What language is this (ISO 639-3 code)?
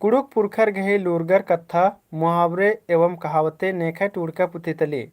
kru